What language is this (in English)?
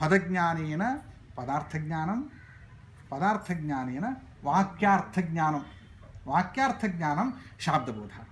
Sanskrit